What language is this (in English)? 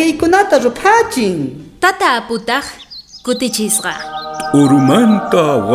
South Bolivian Quechua